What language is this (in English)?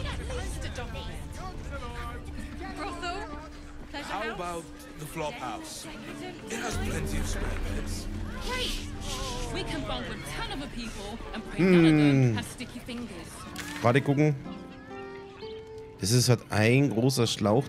German